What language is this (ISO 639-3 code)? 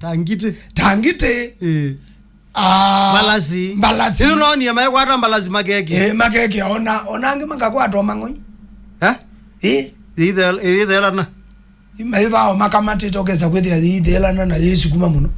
kam